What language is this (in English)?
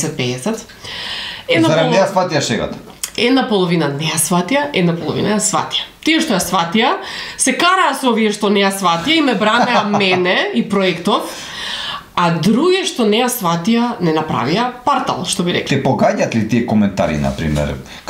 Macedonian